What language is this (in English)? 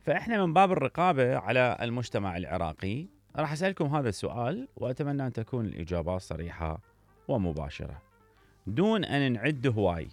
Mesopotamian Arabic